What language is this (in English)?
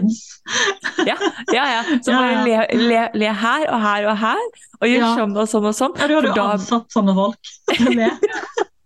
Norwegian